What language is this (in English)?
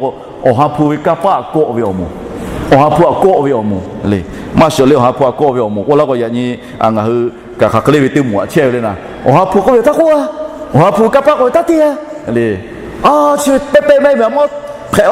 Lahu